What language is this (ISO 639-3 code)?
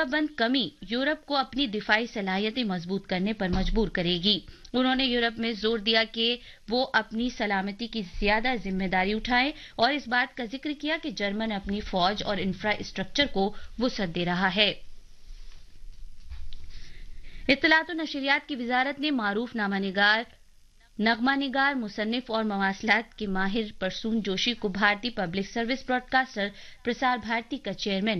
urd